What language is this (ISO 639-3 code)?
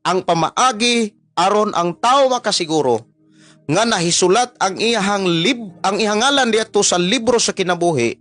ceb